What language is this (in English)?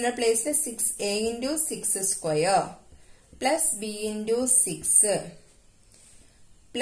Malayalam